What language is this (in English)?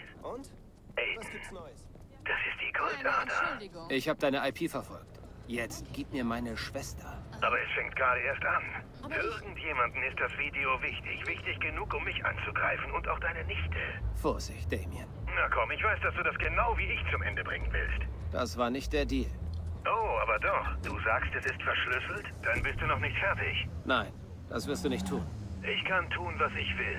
Bavarian